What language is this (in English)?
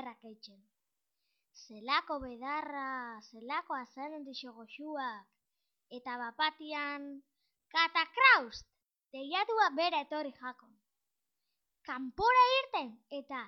Basque